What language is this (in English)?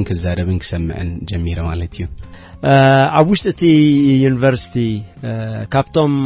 Tigrinya